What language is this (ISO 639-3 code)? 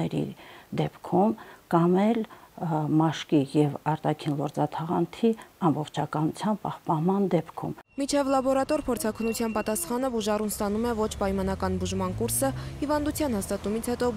hye